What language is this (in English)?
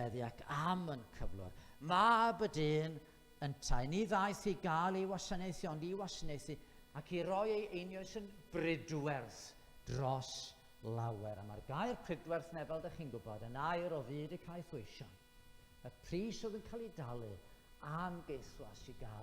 Welsh